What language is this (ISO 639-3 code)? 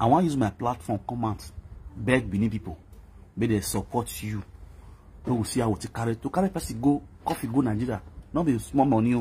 pcm